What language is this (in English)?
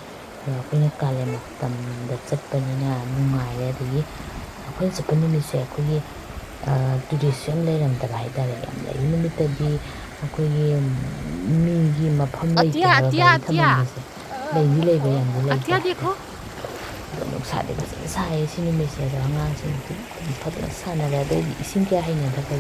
Manipuri